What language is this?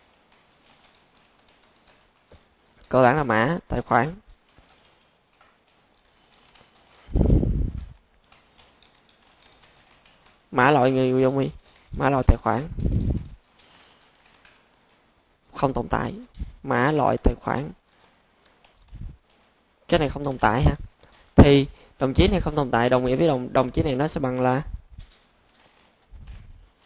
Vietnamese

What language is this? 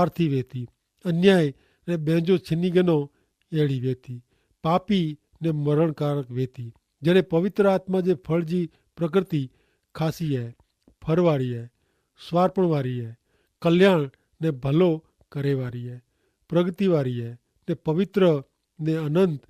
Kachhi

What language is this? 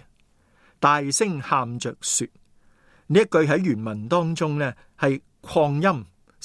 Cantonese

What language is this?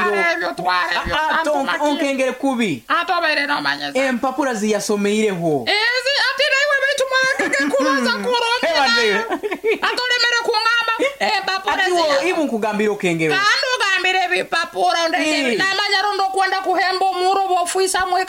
Nyoro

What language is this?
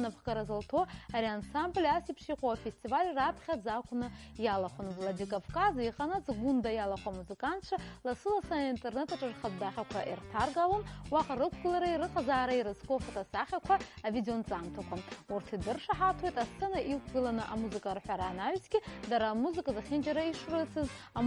Abkhazian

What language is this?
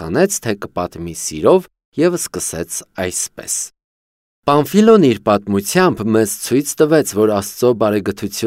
Armenian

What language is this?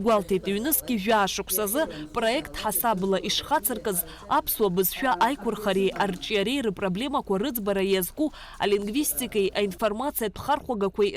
Abkhazian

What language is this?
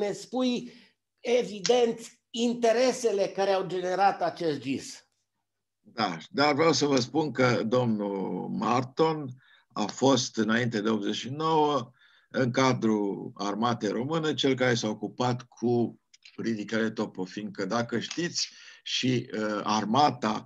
Romanian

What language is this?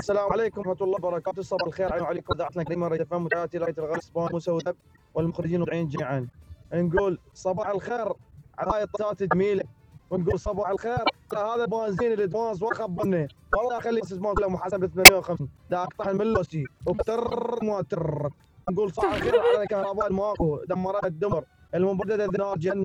Mesopotamian Arabic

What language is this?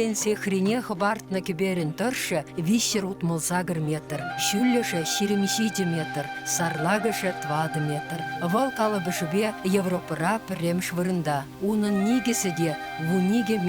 Chuvash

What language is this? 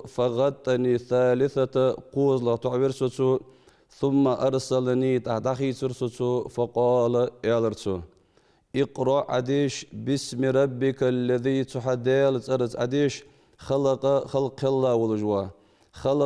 Ingush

